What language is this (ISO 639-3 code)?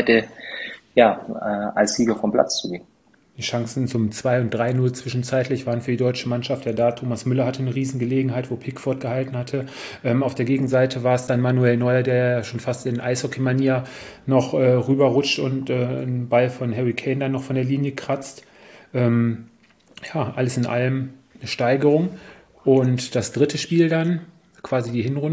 deu